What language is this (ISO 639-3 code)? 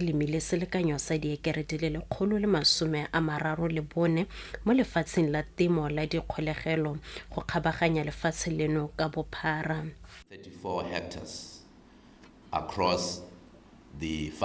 tsn